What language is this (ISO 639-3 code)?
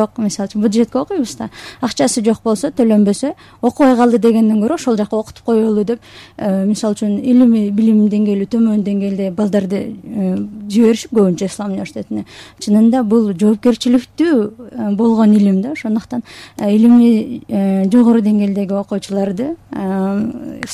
kir